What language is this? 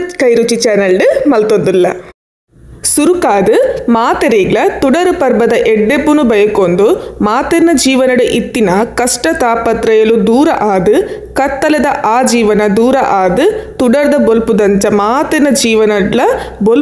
Tulu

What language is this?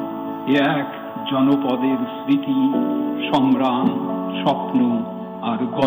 Bangla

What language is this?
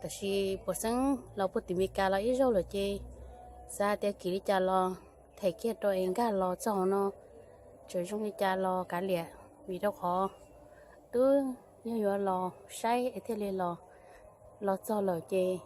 Hmong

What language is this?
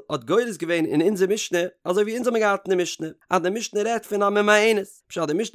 Yiddish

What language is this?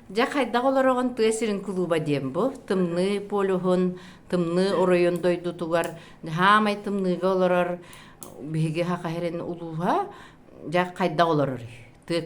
Yakut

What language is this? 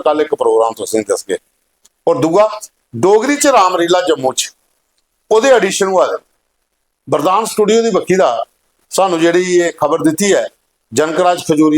Dogri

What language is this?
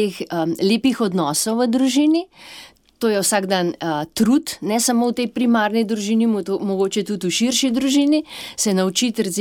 Slovenian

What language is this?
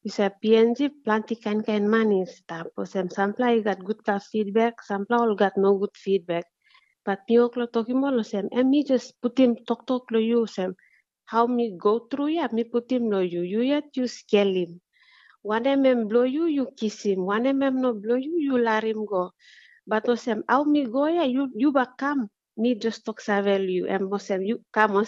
Tok Pisin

